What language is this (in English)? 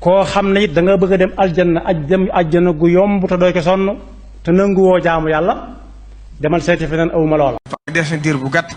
Wolof